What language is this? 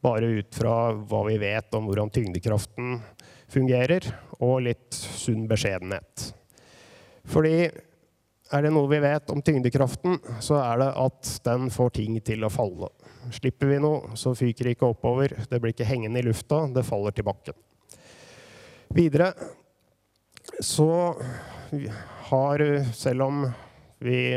Norwegian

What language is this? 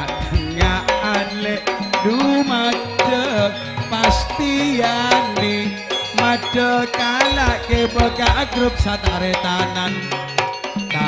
Madurese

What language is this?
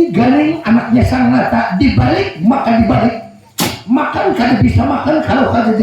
Banjar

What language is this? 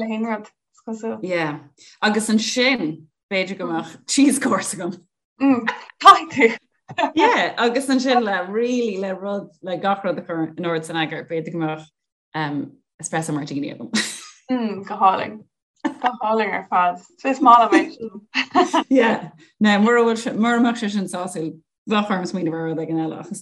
Irish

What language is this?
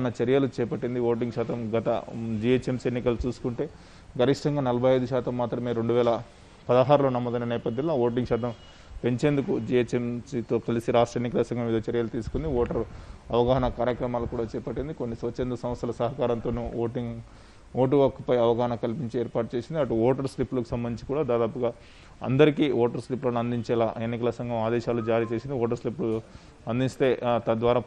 Telugu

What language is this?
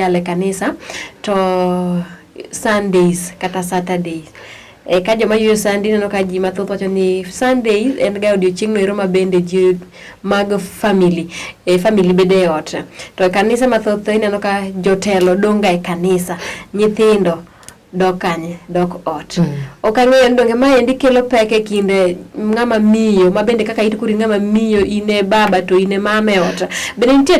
Luo (Kenya and Tanzania)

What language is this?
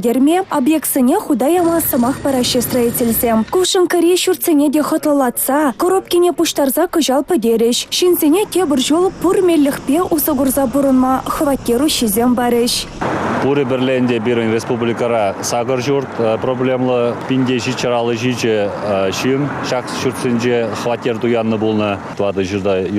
Chuvash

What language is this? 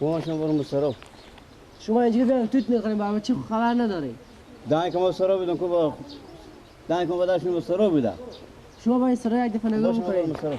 Persian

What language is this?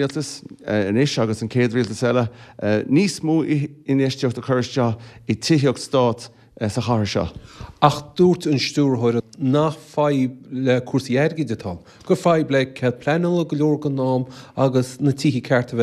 Irish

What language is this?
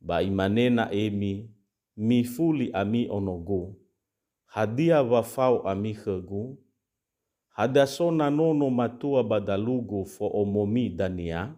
Nias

